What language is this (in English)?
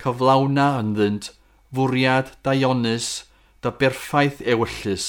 Welsh